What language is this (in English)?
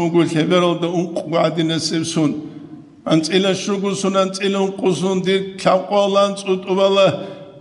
Avaric